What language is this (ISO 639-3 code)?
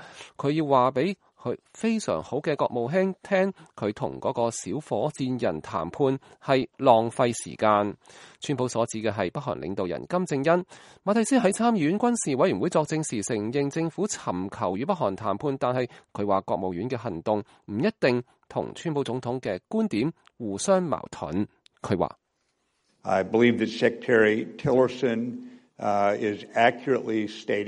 yue